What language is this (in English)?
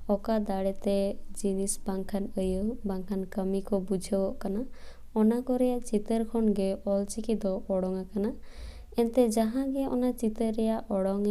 Santali